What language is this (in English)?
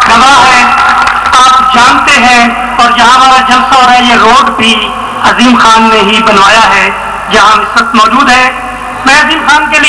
Urdu